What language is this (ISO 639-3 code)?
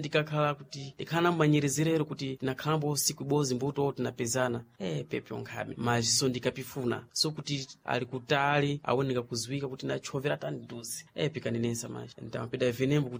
seh